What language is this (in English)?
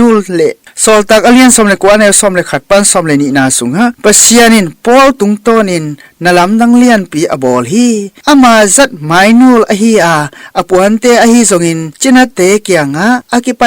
Tedim Chin